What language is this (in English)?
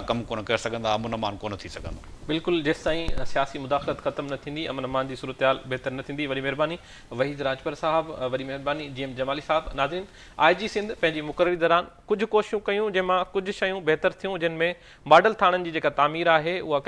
Sindhi